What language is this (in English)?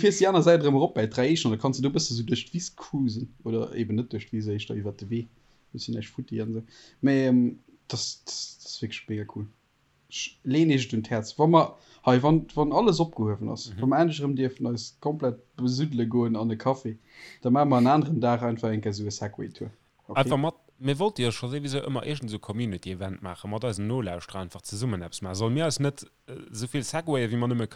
Luxembourgish